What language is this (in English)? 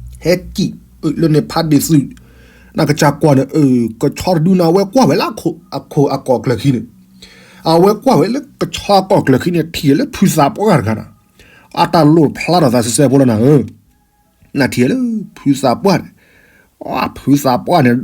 S'gaw Karen